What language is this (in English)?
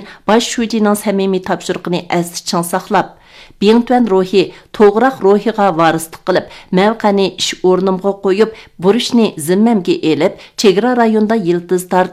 Uyghur